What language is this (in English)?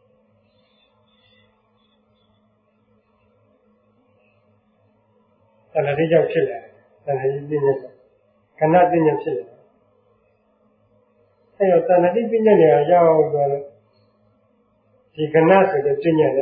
Burmese